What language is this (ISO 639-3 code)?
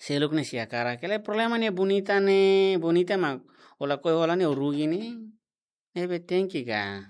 tet